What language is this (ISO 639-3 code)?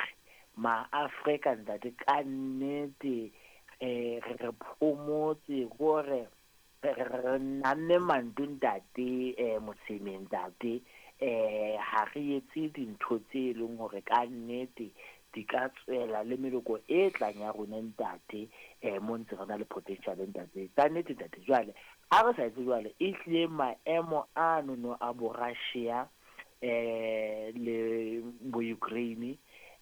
sot